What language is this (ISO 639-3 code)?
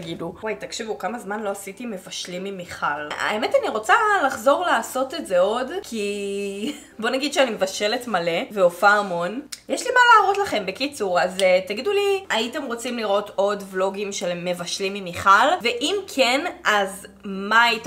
heb